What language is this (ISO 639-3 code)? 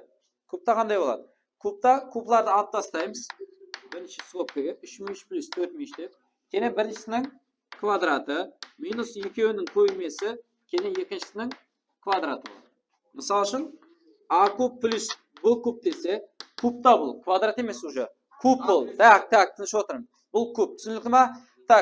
kaa